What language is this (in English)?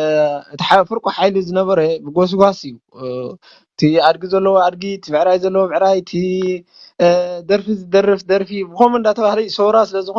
Tigrinya